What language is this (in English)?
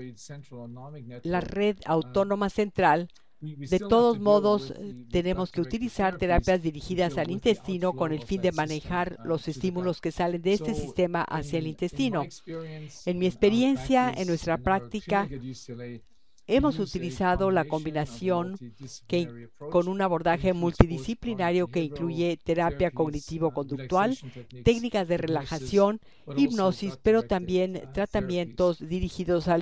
Spanish